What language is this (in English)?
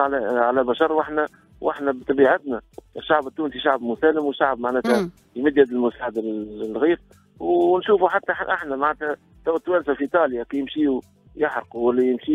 Tunisian Arabic